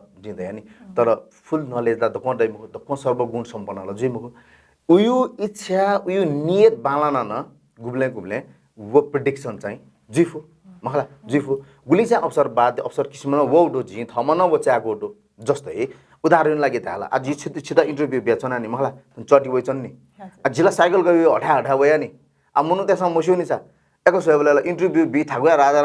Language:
Newari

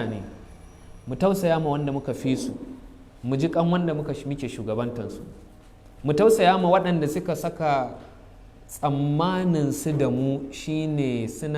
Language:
Hausa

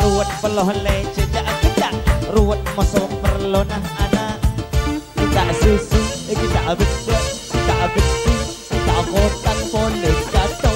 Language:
Madurese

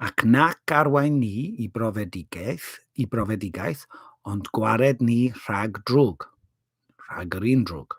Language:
Welsh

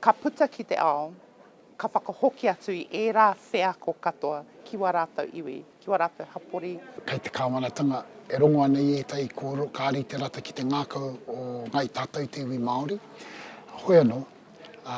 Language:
Māori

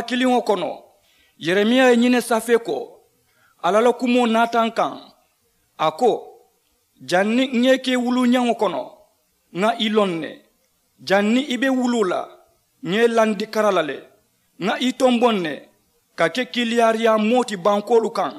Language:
Mandingo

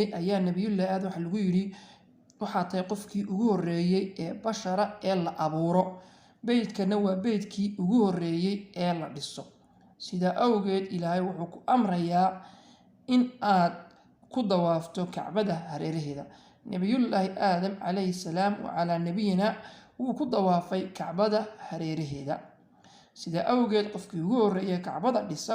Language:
Somali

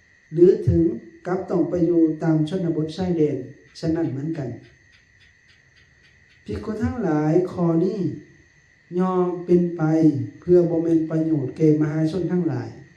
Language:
Lao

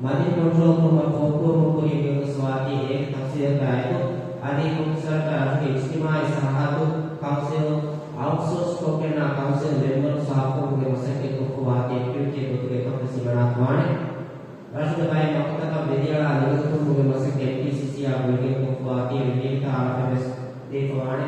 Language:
Divehi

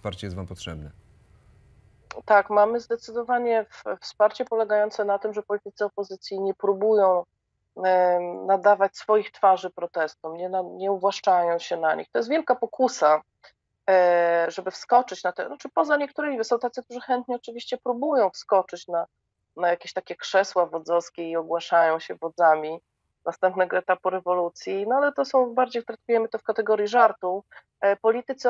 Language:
Polish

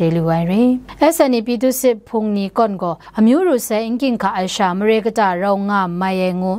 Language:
Kachin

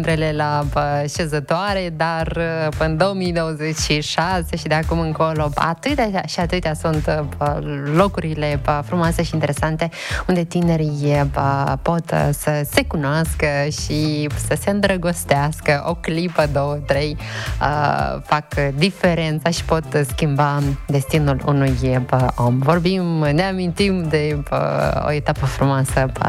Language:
Romanian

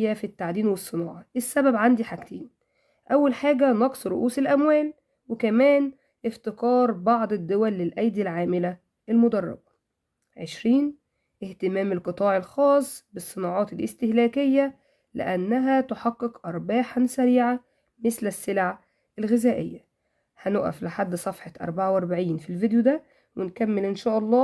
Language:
Egyptian Arabic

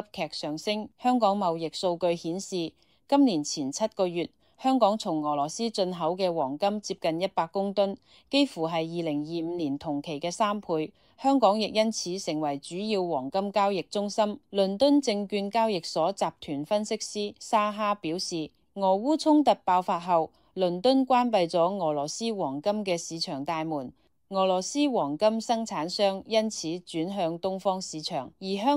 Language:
Cantonese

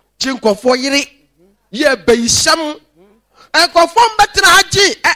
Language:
Akan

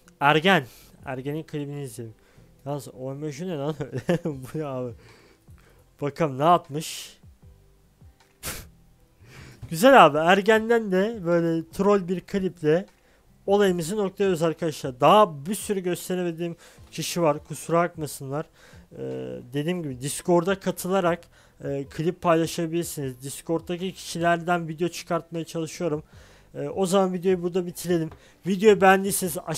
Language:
Turkish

